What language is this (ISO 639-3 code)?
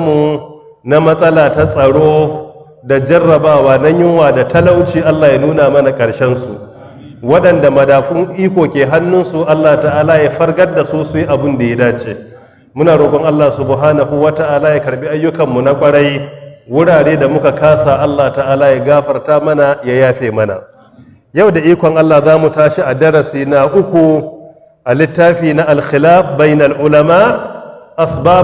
hau